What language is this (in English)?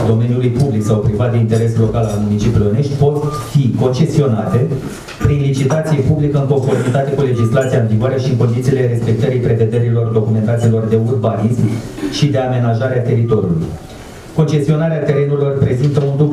Romanian